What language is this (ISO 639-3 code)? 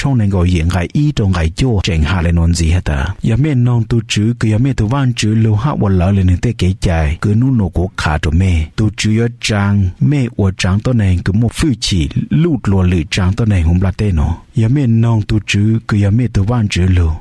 hmn